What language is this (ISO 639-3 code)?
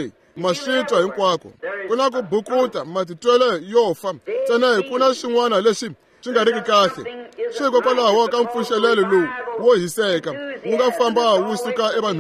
tso